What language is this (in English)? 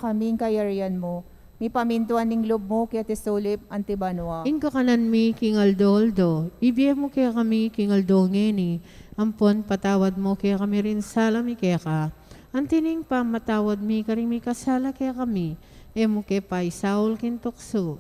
Pampanga